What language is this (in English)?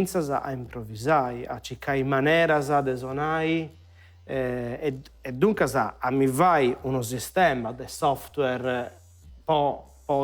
Sardinian